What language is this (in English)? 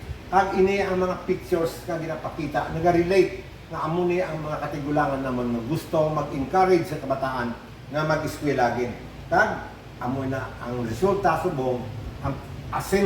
Hiligaynon